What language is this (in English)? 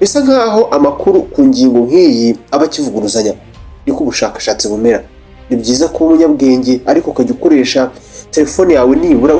Kinyarwanda